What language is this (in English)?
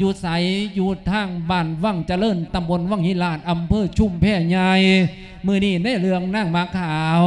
Lao